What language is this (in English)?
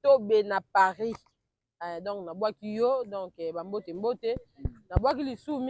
Lingala